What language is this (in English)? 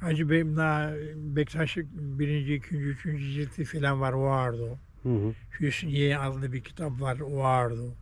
Zaza